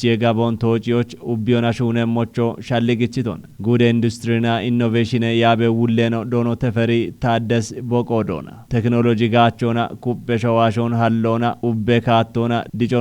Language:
Kafa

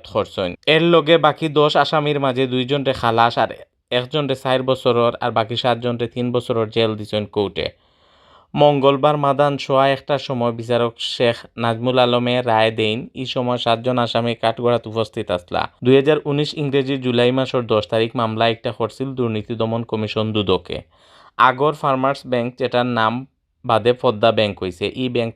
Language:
Sylheti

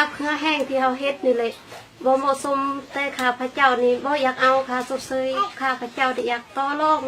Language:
Lao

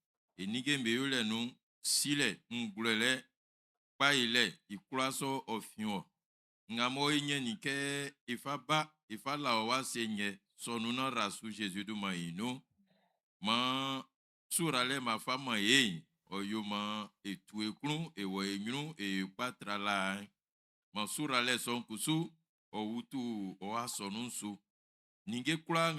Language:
Baoulé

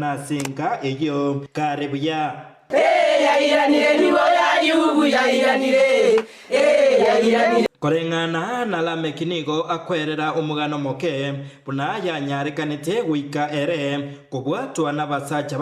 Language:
Gusii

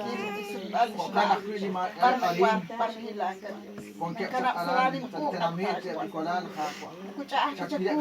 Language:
Kekchí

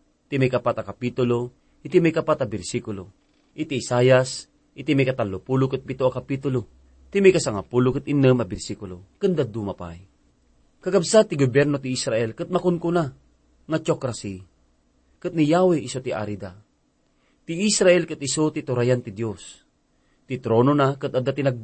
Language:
Iloko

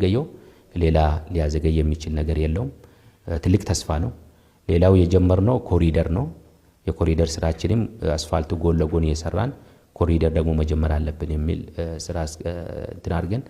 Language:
Amharic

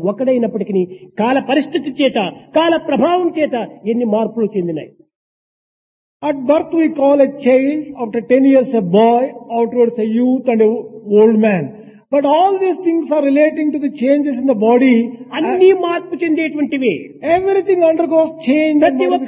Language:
Telugu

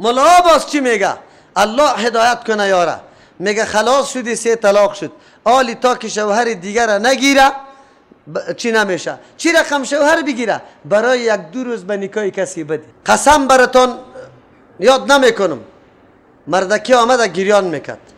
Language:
Persian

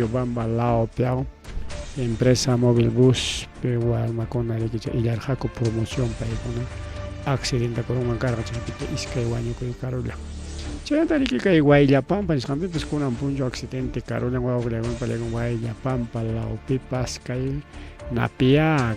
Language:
Ayacucho Quechua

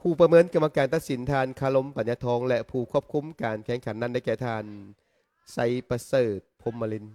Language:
Lao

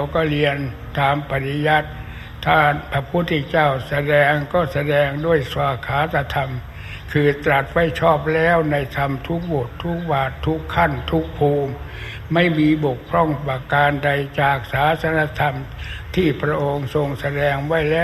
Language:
Thai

